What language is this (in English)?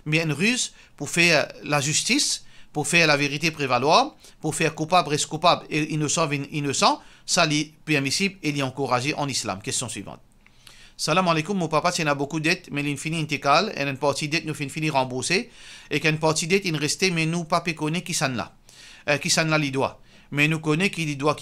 Morisyen